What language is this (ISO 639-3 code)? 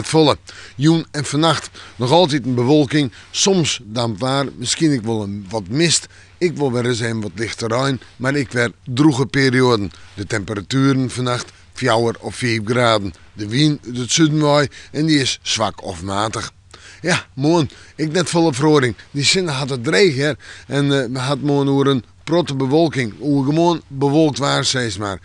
fry